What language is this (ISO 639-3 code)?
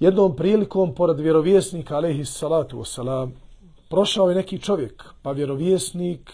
bos